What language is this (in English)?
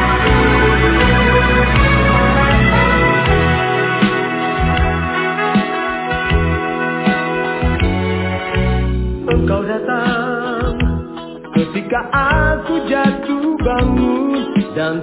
Indonesian